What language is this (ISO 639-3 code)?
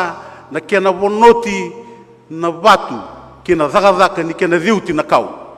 fij